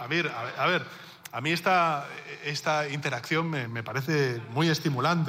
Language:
Catalan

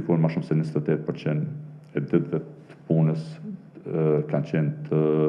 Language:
Albanian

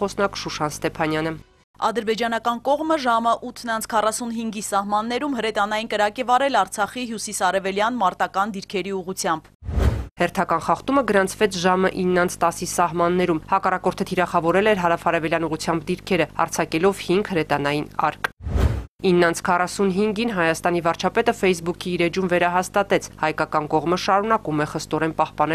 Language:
Armenian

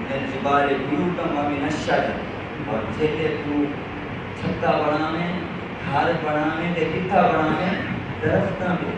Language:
Saraiki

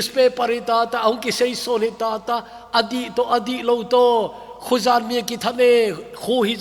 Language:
Thado Chin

